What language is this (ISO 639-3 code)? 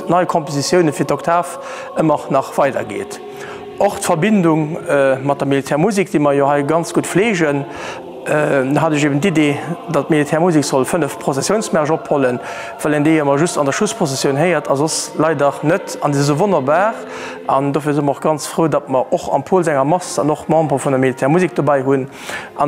ltz